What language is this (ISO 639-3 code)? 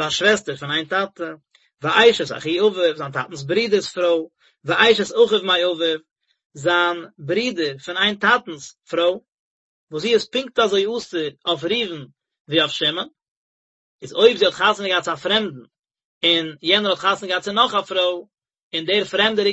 yid